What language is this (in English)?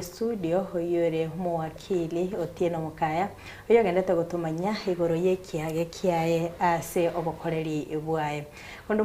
Gusii